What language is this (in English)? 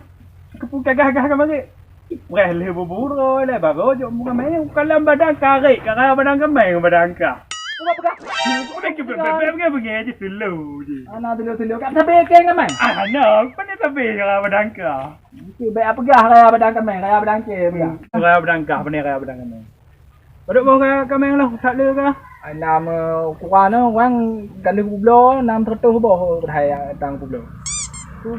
Achinese